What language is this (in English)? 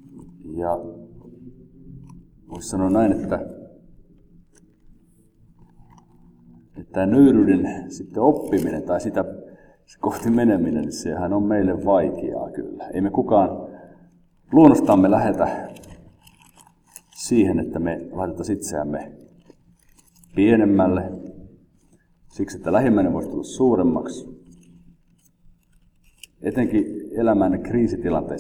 Finnish